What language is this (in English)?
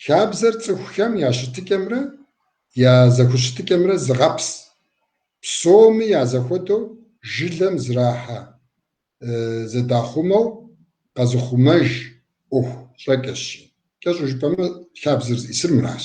Kabardian